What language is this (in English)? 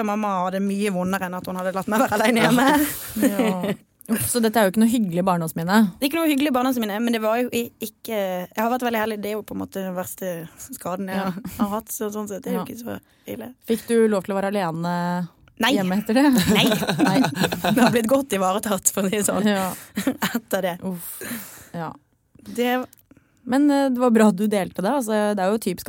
Norwegian